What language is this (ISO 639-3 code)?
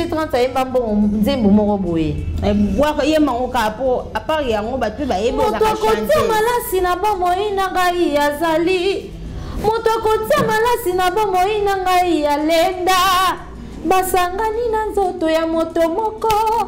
lin